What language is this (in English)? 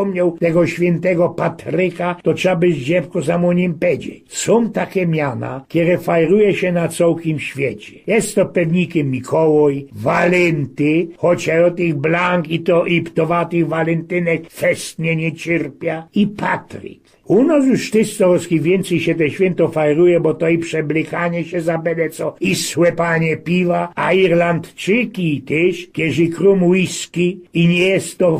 Silesian